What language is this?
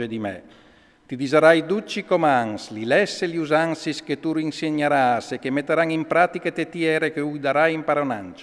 Friulian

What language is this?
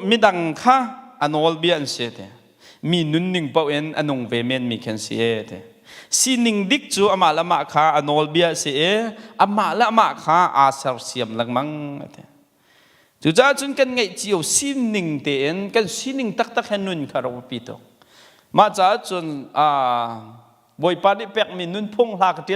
Hakha Chin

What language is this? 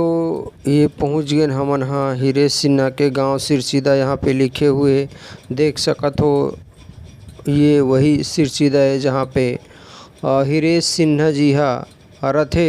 Chhattisgarhi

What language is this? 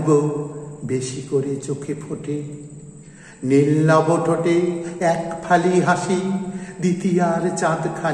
Bangla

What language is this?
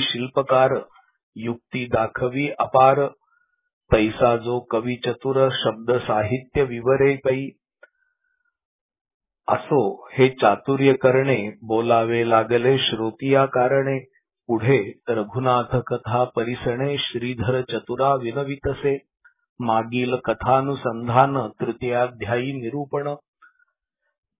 Marathi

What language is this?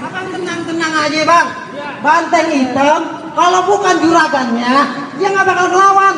Betawi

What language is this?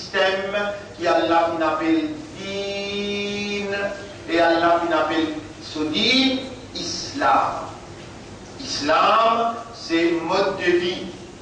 Morisyen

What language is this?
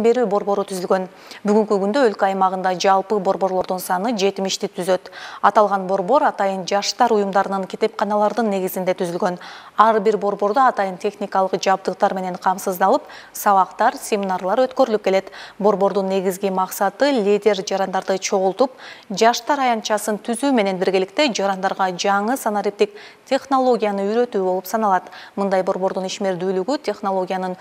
Kyrgyz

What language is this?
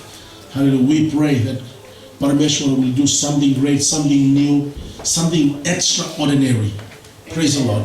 Fijian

